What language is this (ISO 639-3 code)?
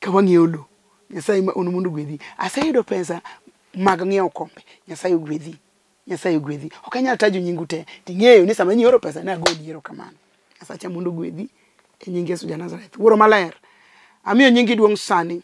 luo